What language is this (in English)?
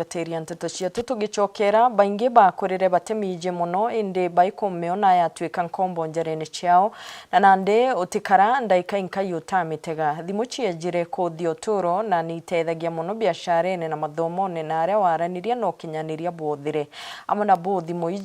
Meru